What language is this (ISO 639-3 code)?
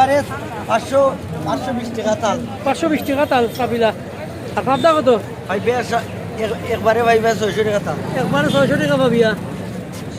syl